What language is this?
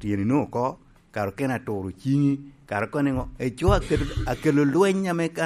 Lango (Uganda)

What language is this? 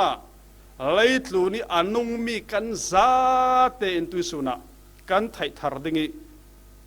Falam Chin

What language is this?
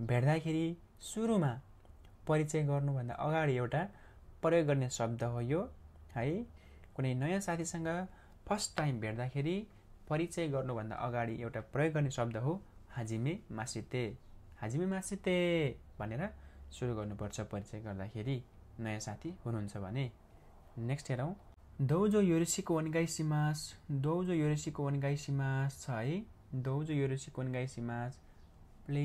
Nepali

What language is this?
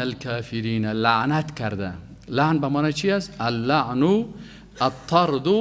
Persian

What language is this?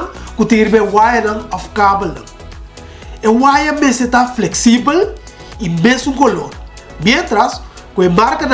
Papiamento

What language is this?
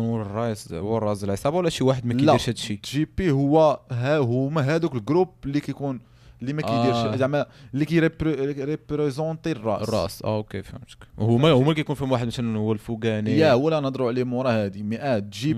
Moroccan Arabic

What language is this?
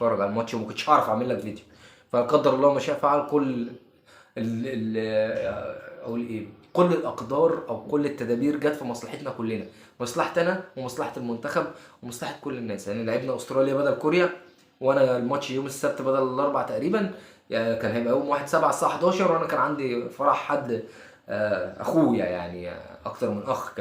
Egyptian Arabic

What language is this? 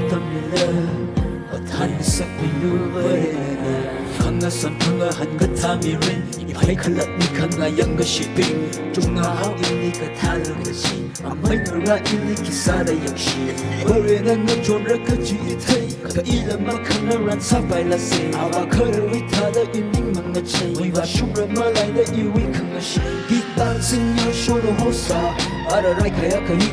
Tangkhul Naga (India)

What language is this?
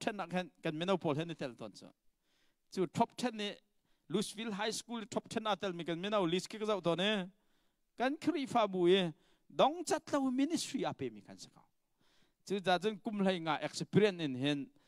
Hakha Chin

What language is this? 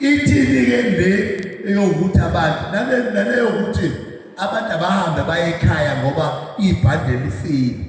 Zulu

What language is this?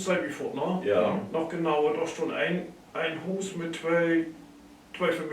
Low German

